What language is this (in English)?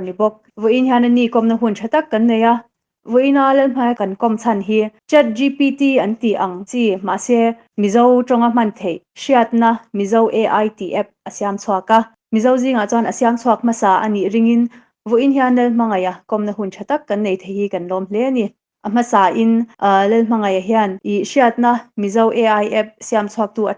Mizo